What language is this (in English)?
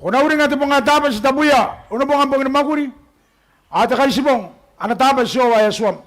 Gilbertese